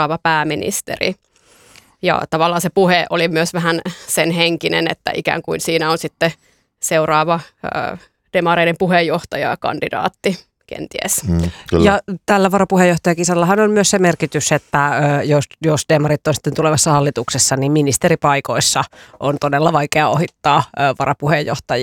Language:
Finnish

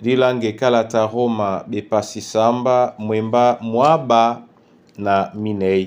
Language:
Duala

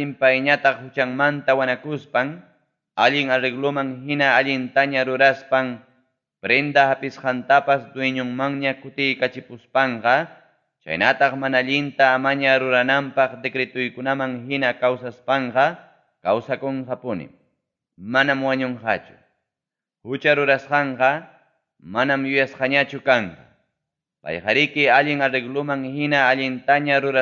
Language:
Ayacucho Quechua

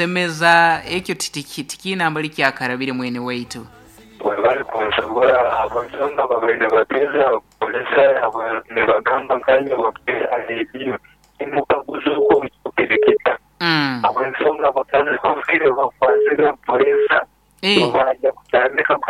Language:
Nyoro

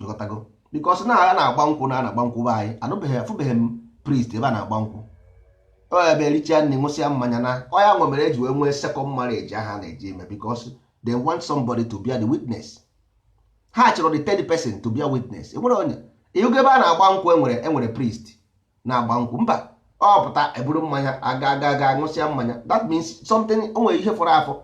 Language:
Igbo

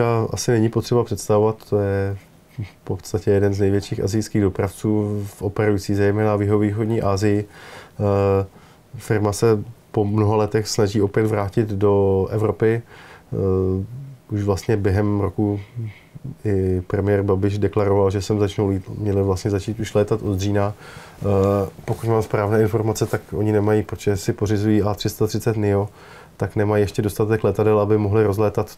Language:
Czech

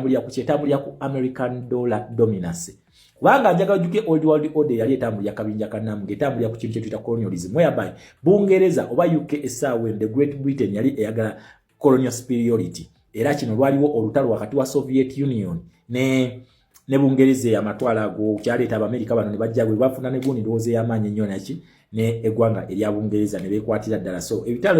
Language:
Ganda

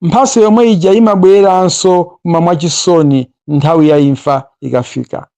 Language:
Nyanja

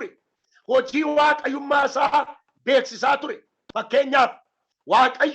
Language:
Oromo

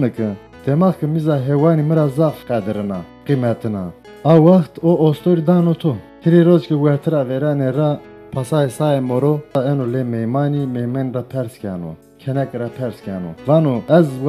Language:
Zaza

